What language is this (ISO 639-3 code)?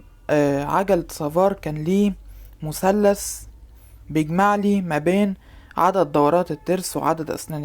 arz